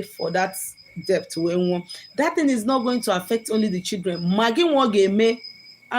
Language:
Igbo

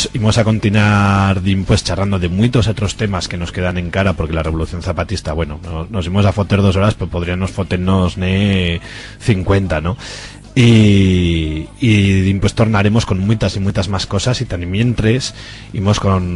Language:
Aragonese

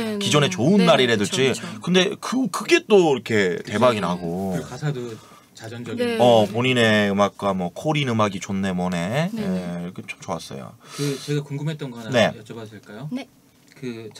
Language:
Korean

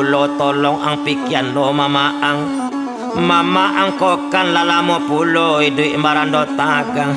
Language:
Minangkabau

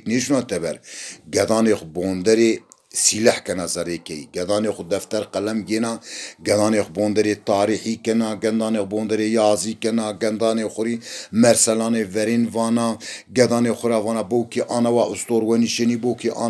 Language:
Zaza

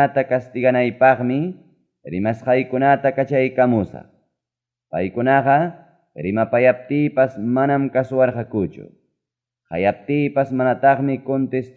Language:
Ayacucho Quechua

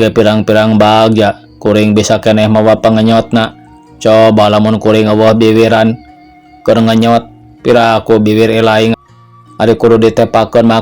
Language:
Sundanese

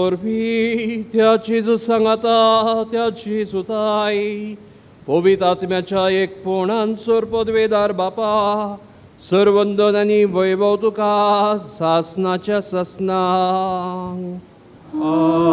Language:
Konkani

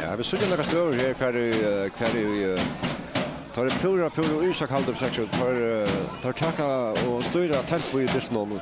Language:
Faroese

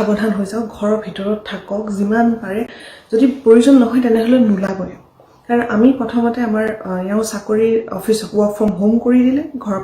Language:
Assamese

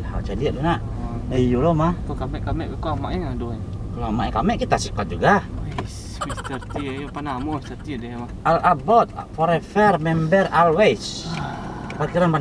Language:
Minangkabau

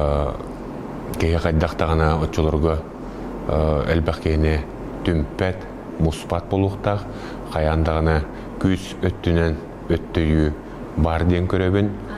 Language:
Yakut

